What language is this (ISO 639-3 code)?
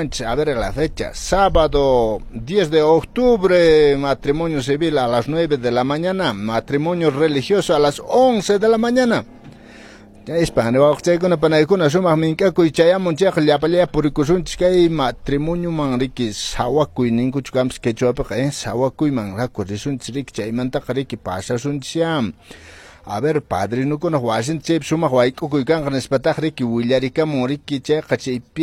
que